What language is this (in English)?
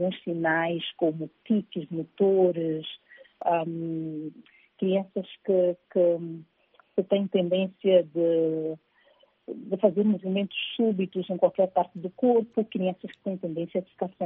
Portuguese